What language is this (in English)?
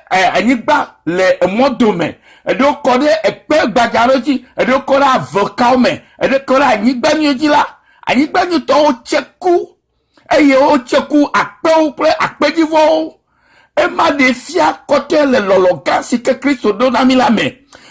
Ewe